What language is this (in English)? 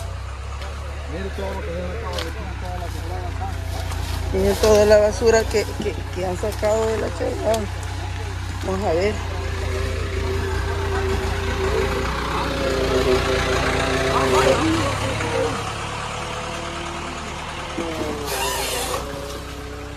Spanish